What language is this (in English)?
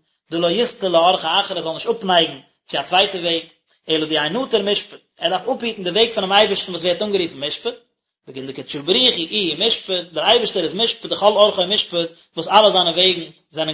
Yiddish